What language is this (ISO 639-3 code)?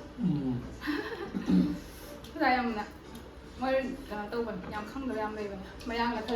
mni